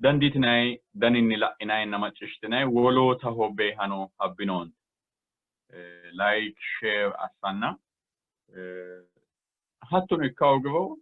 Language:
Sidamo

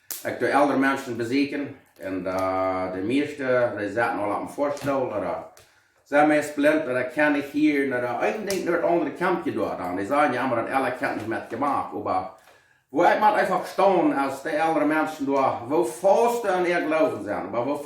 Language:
Plautdietsch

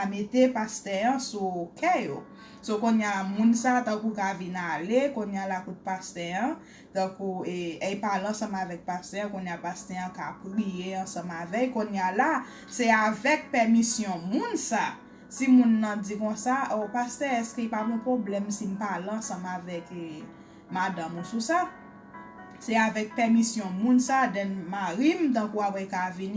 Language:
Haitian Creole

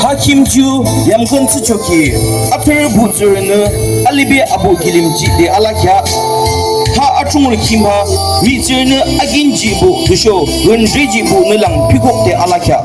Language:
Yimchungru Naga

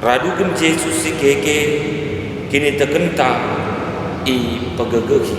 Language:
Batak Karo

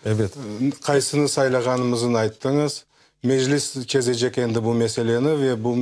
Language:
Crimean Tatar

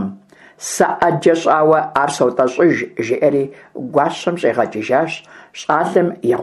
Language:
Kabardian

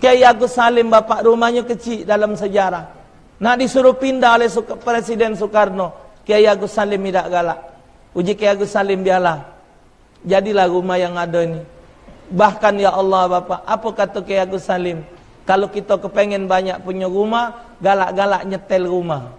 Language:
Musi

